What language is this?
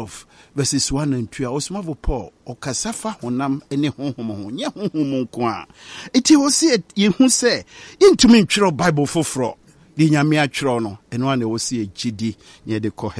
Akan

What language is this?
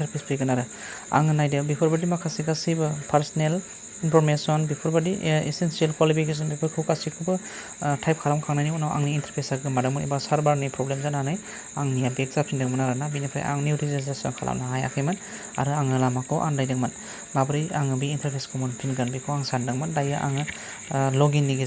Bodo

